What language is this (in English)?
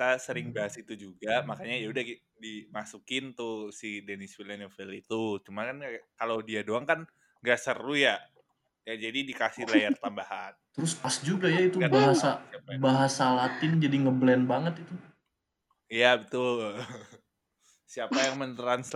Indonesian